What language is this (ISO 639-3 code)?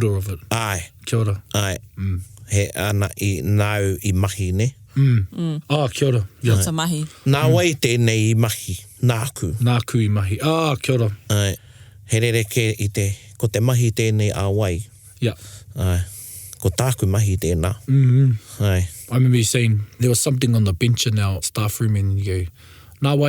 mri